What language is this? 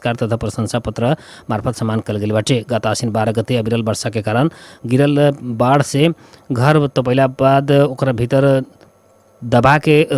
Bhojpuri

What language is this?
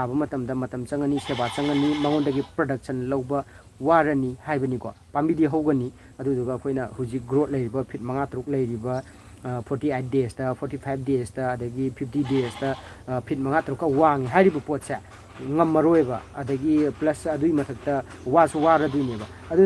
Manipuri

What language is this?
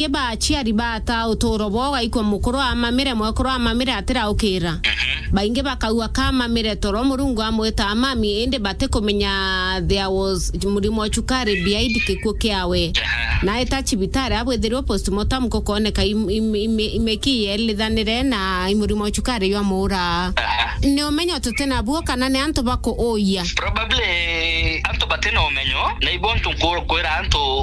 Meru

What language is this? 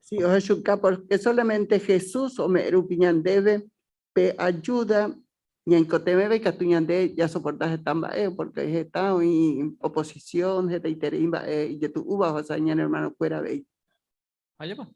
Guarani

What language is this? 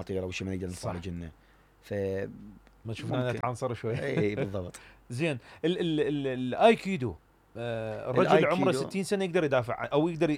Mesopotamian Arabic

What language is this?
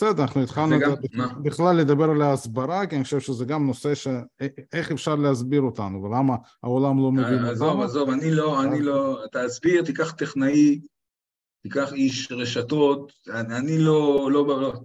Hebrew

